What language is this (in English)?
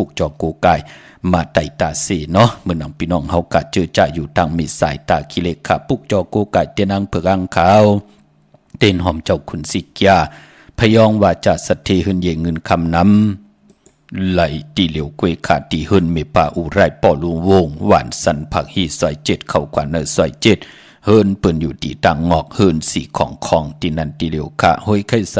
Shan